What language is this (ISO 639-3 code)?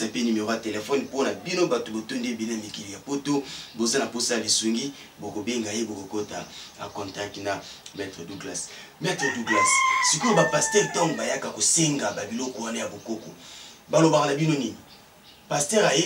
lin